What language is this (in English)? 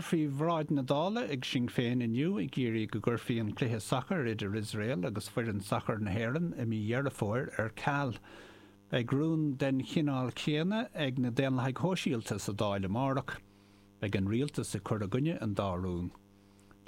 Irish